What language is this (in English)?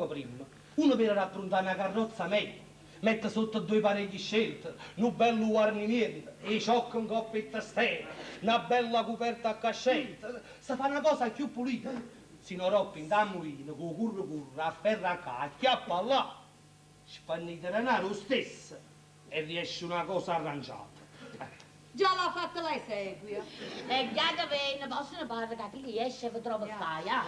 Neapolitan